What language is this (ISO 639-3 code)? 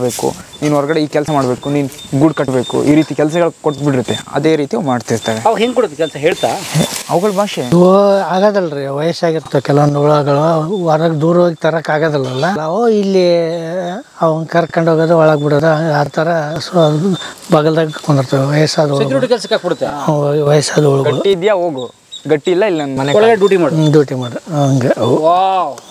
kan